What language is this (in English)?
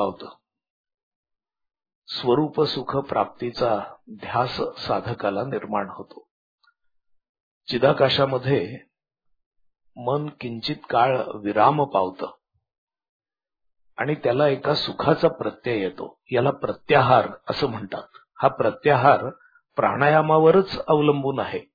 Marathi